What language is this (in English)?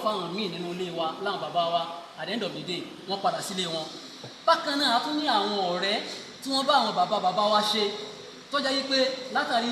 Yoruba